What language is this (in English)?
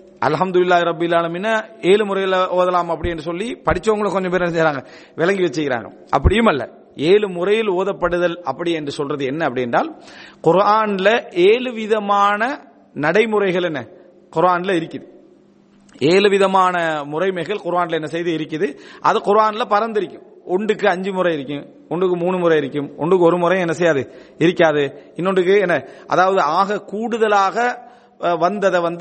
Tamil